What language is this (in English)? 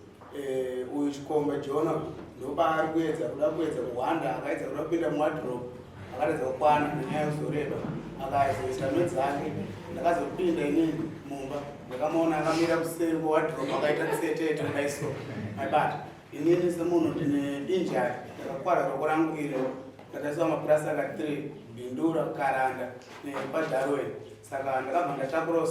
Shona